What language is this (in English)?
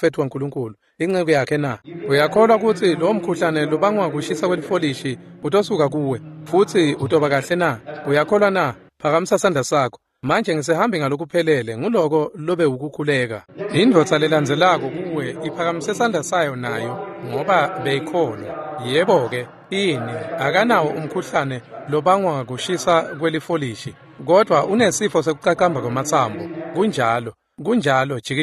Swati